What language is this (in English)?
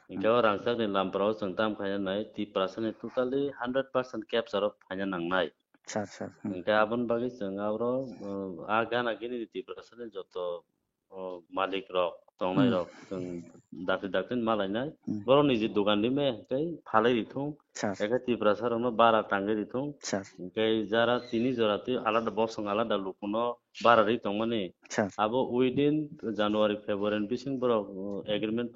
Kok Borok